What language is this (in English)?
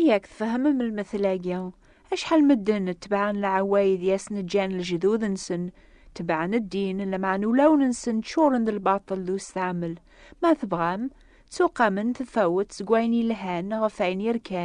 Kabyle